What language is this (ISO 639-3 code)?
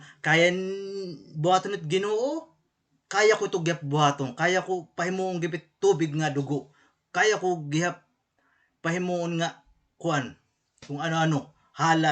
war